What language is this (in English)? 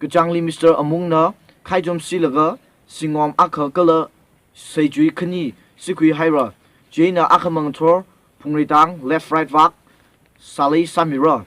Tangkhul Naga (India)